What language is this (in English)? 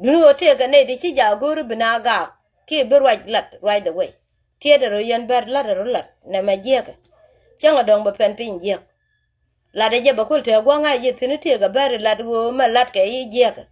Nuer